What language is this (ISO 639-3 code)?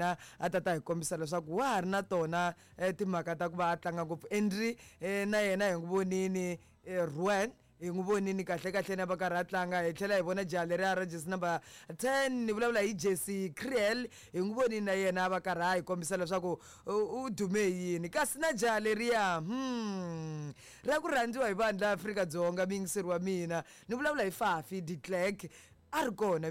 tso